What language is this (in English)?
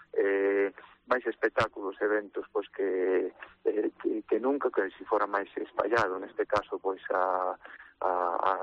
Galician